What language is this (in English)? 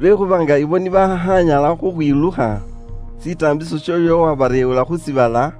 Luyia